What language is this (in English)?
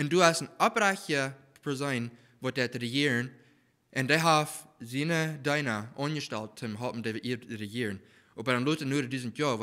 Plautdietsch